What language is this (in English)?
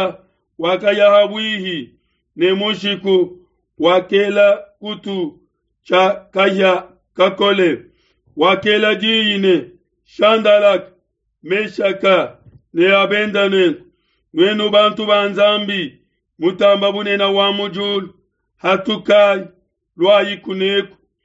Luba-Lulua